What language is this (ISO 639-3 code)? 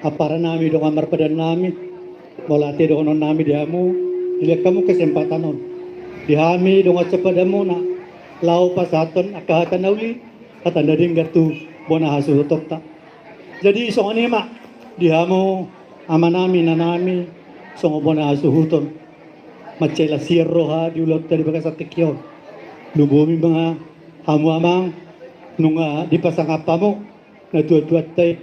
bbc